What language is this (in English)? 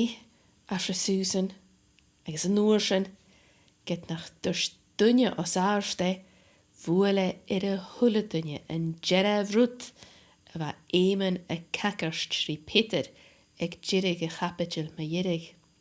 Scottish Gaelic